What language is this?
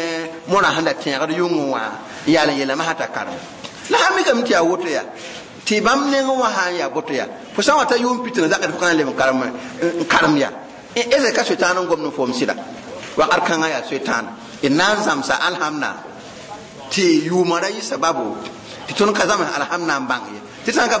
Mossi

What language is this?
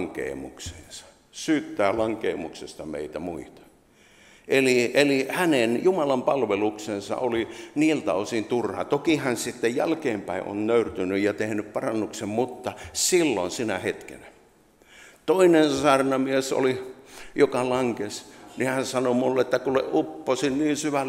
Finnish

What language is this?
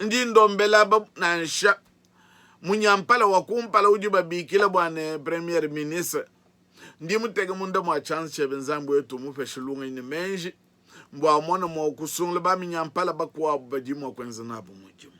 Luba-Lulua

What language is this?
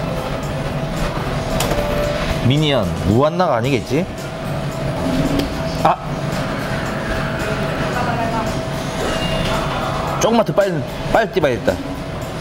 Korean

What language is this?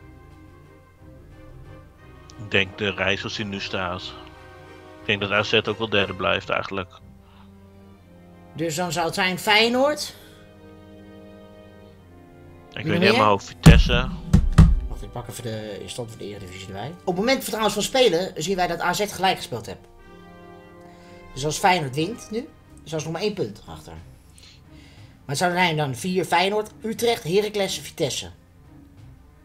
Dutch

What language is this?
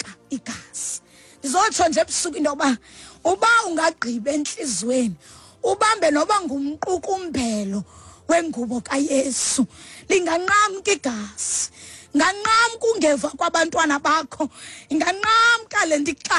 Xhosa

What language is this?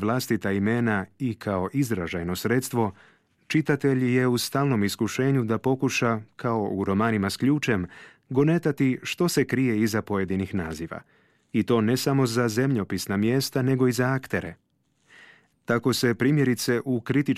Croatian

